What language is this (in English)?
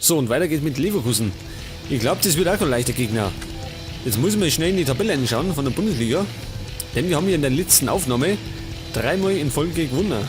Bavarian